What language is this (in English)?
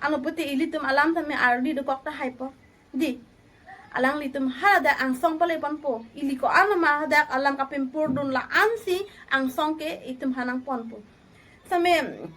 Karbi